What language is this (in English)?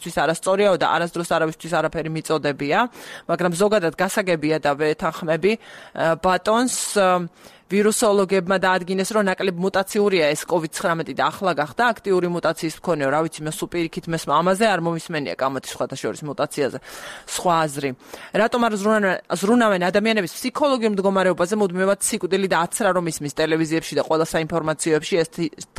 Georgian